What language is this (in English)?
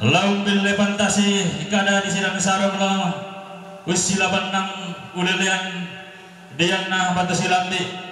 Toraja-Sa'dan